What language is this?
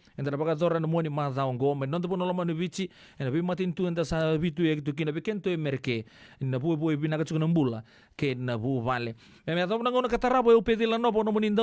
Fijian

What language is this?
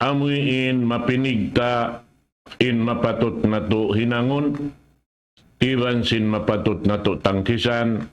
Tausug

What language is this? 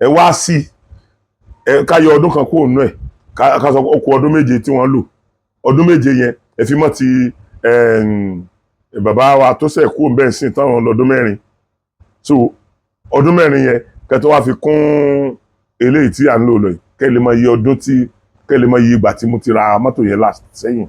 Yoruba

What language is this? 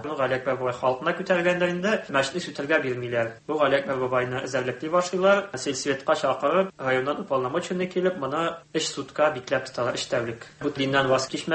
Tatar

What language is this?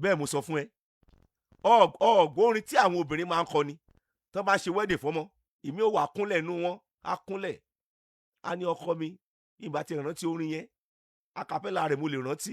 Yoruba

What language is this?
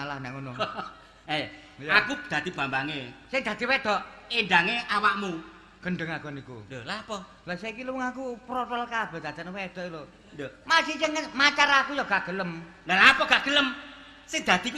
Javanese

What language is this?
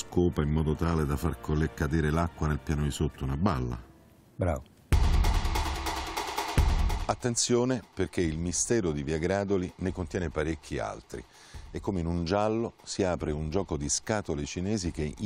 Italian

